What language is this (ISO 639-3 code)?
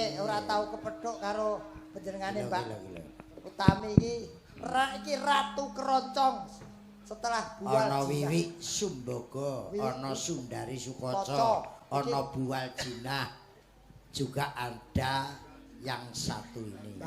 jav